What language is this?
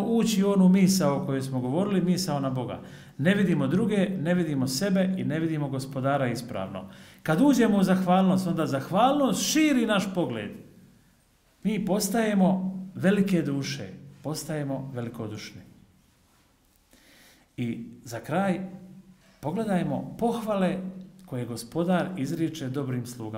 Croatian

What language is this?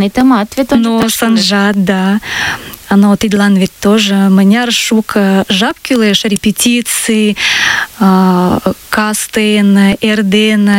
Mari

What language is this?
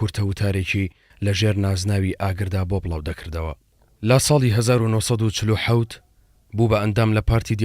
Central Kurdish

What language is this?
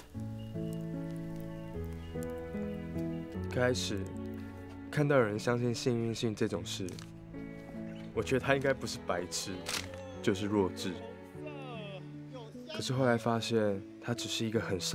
Chinese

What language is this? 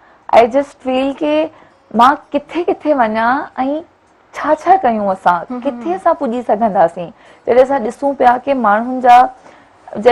Sindhi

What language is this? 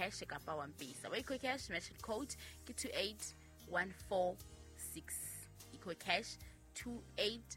Southern Sotho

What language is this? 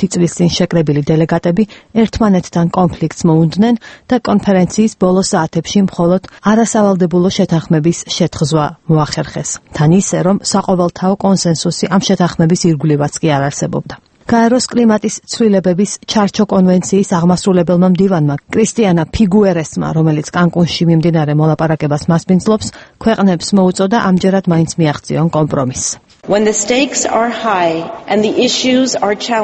Georgian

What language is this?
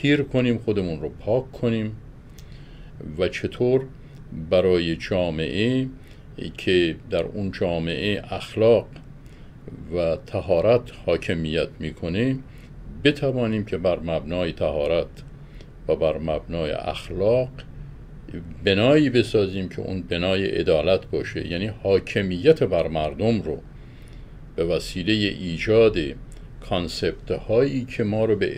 Persian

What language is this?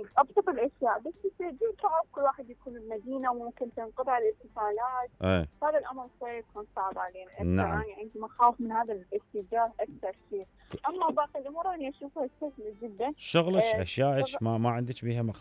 Mesopotamian Arabic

